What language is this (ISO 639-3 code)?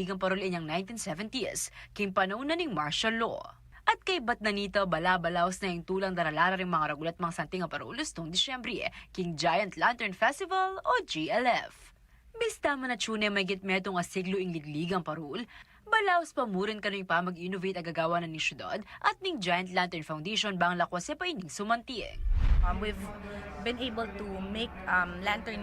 pam